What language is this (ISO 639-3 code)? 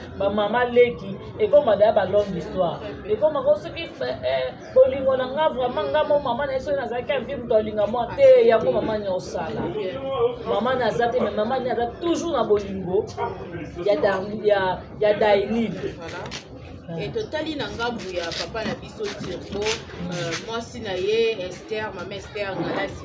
lin